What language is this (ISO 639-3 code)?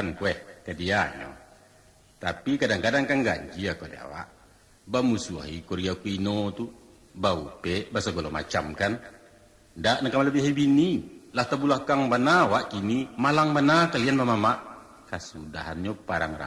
min